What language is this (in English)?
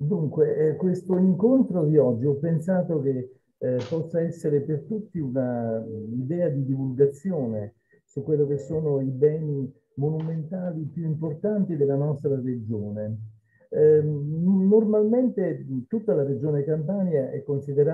Italian